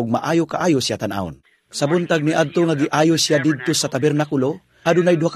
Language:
Cebuano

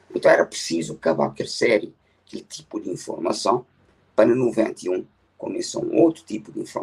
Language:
Kabuverdianu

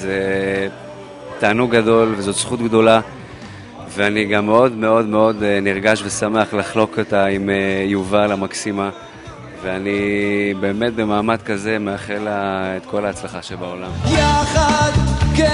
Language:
Hebrew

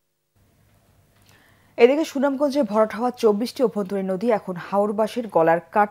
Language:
Bangla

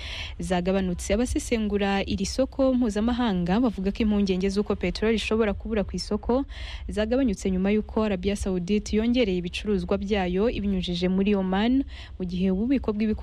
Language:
Kinyarwanda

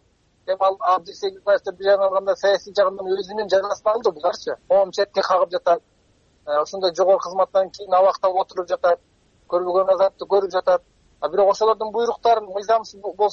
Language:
Kyrgyz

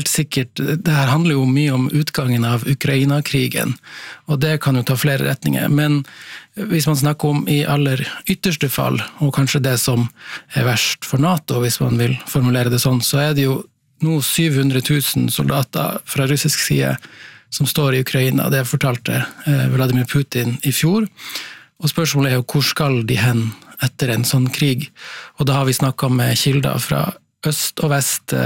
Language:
Norwegian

